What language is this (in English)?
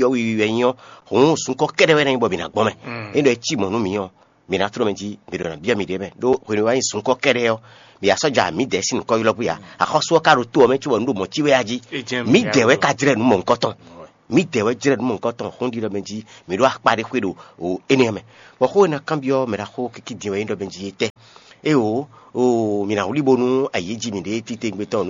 Fon